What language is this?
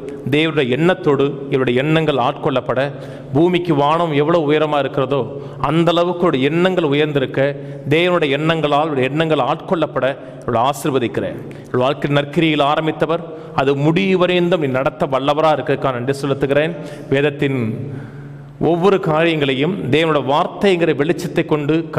Tamil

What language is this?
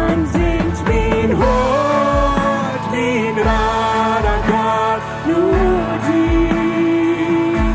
Plautdietsch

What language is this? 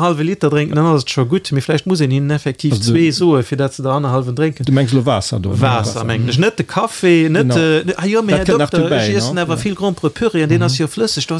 Luxembourgish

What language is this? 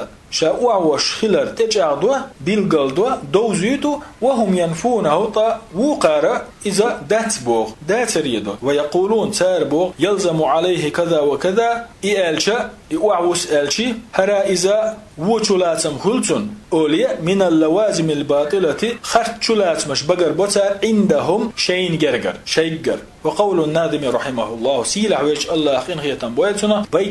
Chechen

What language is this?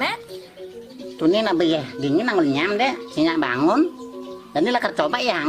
Balinese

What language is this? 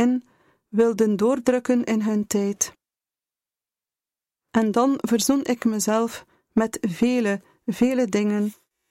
Dutch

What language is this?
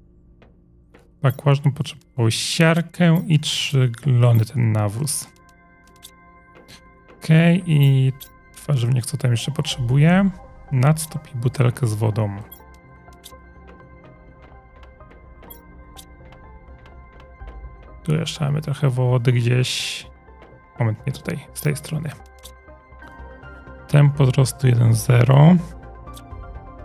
Polish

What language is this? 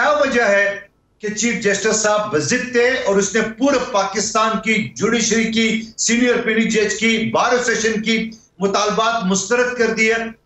Urdu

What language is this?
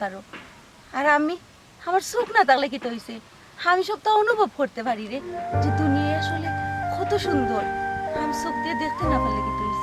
Sylheti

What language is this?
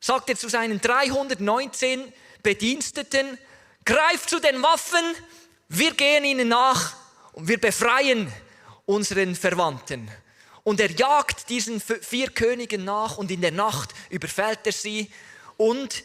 Swiss German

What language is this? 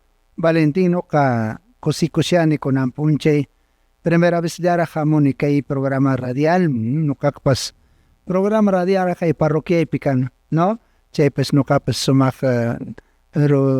Quechua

